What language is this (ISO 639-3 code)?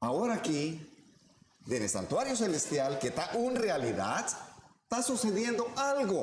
pap